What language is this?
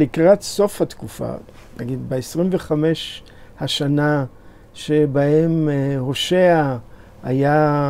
Hebrew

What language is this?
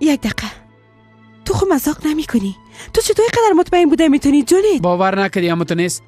Persian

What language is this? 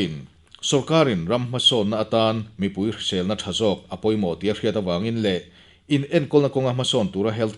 Mizo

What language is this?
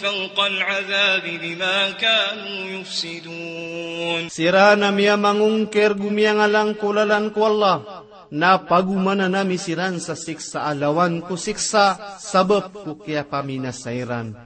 Maranao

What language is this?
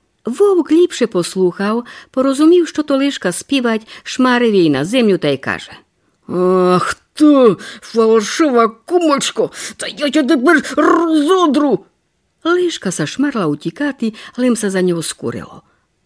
Rusyn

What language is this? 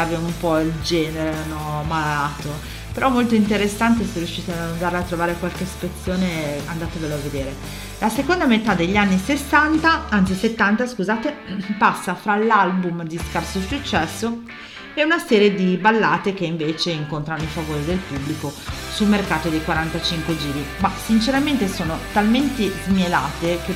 Italian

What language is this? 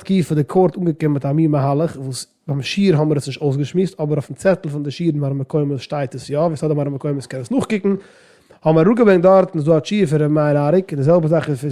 Yiddish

